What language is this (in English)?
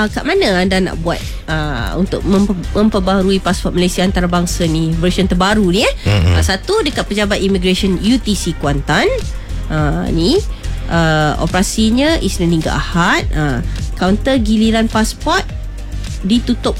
Malay